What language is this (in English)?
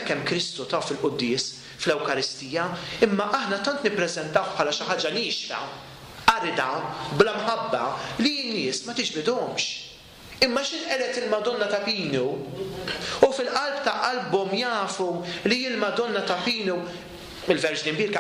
Maltese